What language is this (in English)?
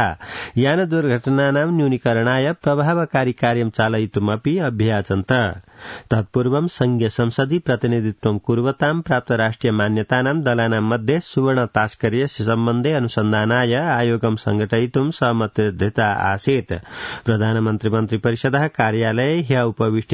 Sanskrit